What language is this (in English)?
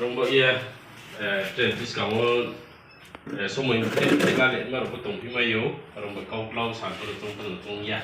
Riang (India)